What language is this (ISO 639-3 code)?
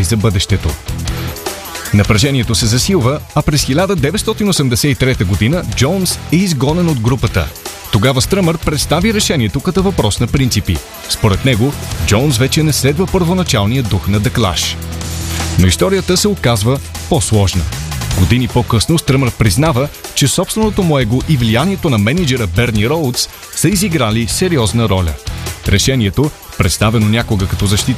bul